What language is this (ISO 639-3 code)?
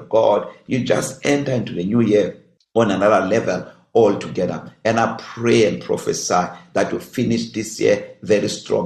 eng